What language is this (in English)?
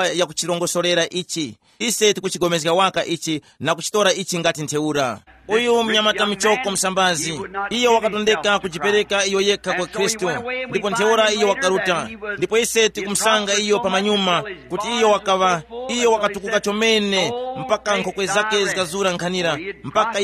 Tumbuka